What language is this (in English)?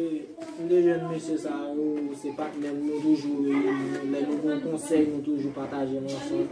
Haitian Creole